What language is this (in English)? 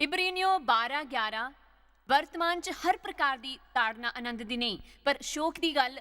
Dogri